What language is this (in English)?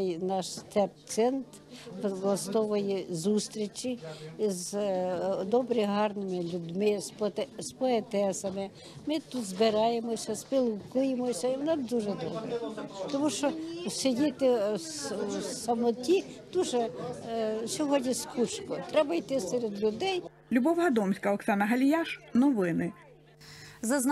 Ukrainian